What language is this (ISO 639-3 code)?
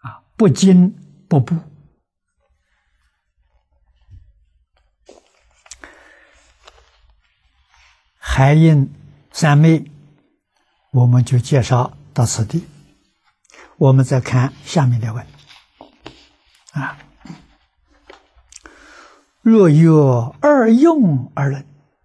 zho